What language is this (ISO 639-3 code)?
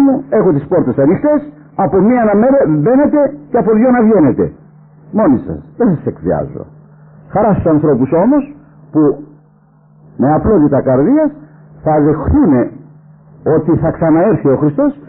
ell